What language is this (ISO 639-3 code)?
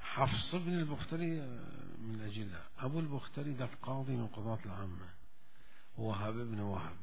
acm